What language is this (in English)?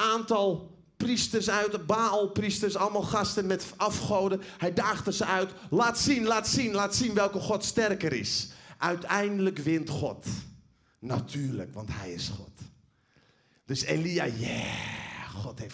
Dutch